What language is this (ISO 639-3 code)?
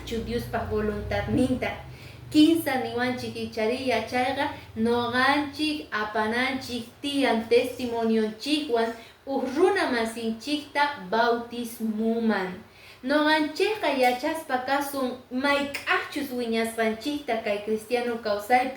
que